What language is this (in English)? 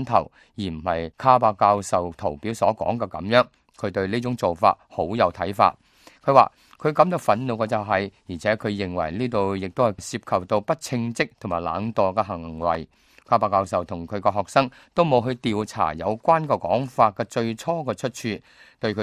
Cantonese